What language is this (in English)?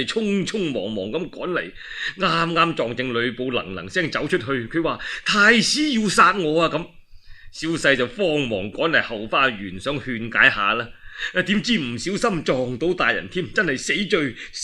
Cantonese